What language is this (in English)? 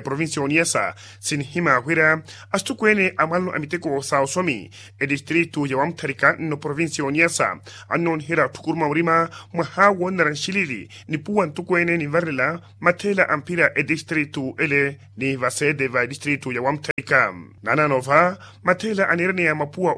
Makhuwa